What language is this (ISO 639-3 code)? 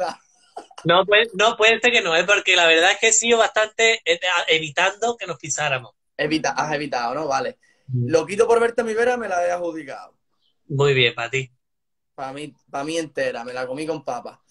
spa